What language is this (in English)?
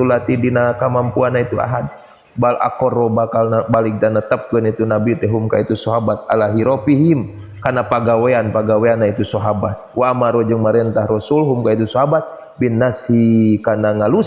Sundanese